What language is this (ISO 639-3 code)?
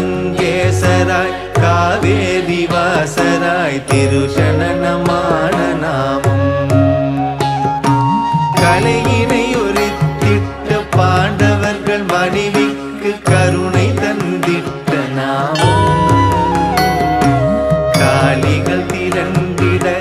tam